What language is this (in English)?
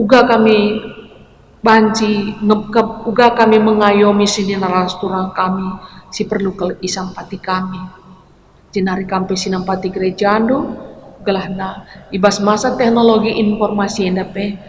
Batak Karo